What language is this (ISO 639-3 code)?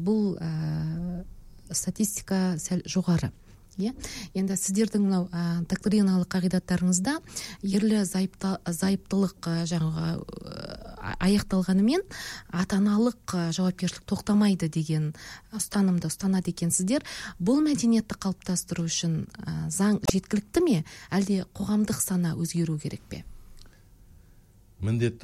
kaz